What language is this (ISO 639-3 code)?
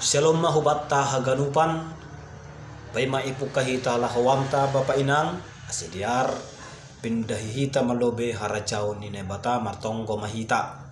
bts